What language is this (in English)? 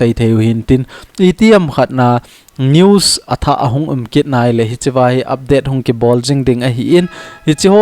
Thado Chin